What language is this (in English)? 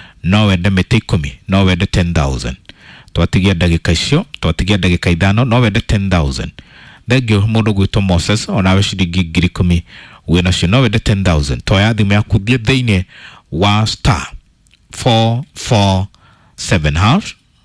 Kikuyu